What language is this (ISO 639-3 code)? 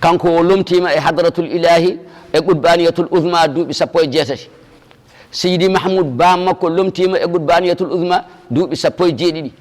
ful